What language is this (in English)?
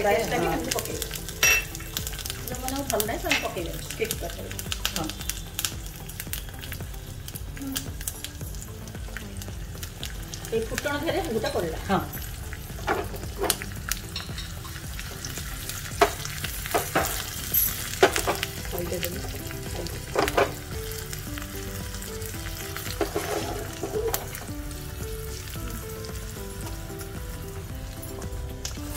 Odia